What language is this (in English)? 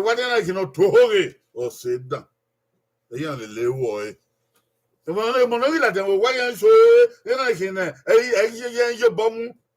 Bini